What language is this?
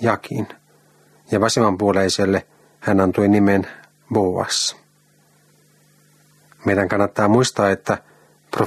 Finnish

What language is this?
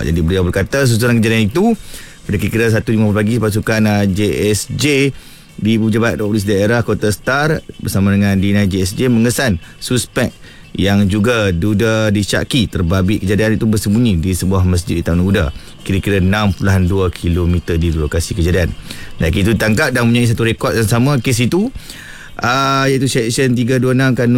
Malay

